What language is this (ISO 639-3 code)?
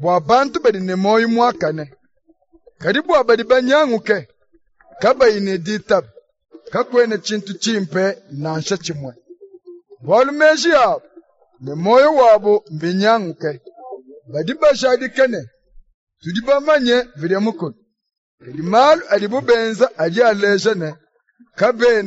lua